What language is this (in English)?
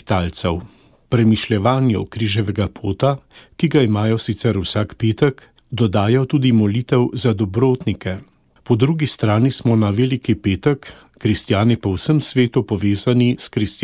Slovenian